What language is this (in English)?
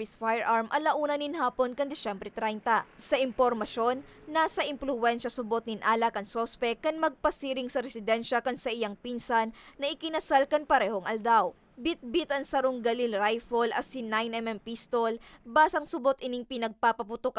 Bikol